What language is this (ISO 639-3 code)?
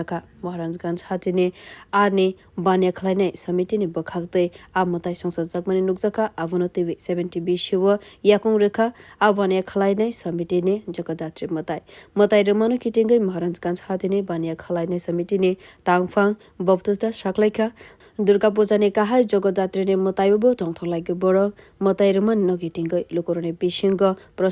trp